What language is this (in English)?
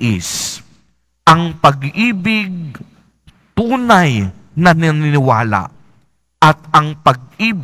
Filipino